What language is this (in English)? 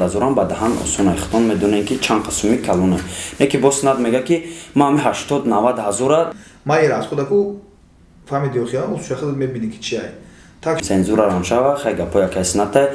Tajik